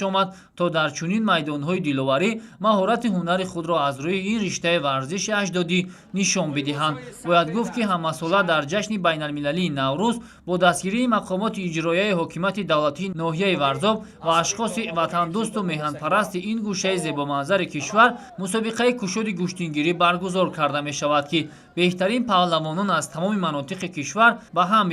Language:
Tajik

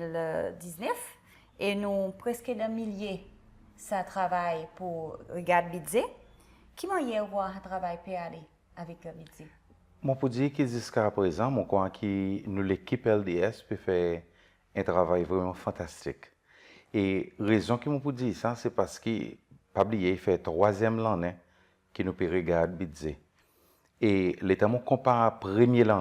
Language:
Seselwa Creole French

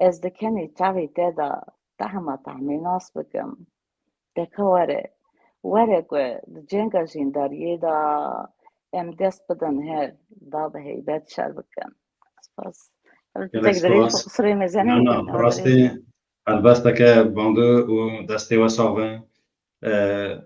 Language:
Kurdish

